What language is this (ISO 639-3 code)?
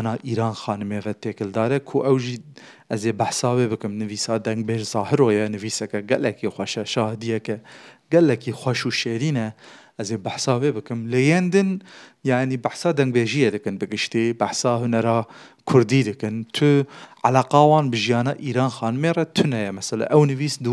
kur